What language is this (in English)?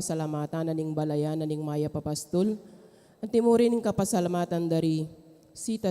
Pampanga